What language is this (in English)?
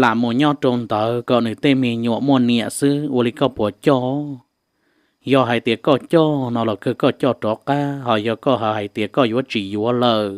Hmong